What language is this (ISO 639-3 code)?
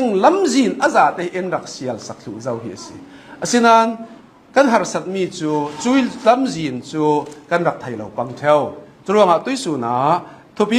cnh